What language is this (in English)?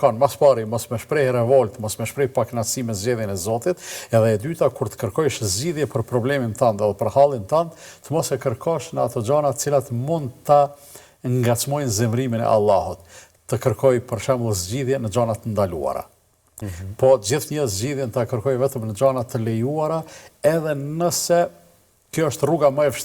Albanian